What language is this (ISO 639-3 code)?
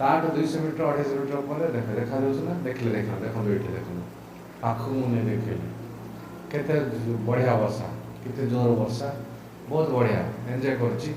ori